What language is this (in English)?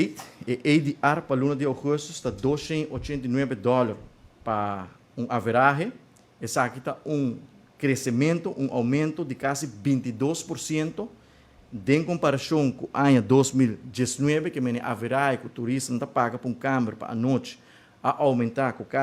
Papiamento